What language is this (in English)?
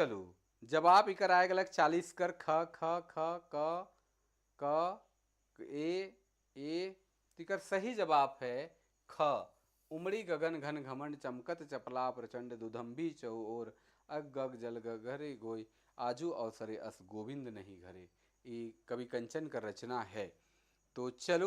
Sadri